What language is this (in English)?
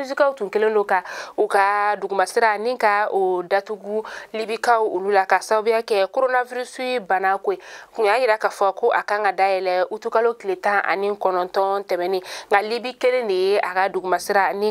Bambara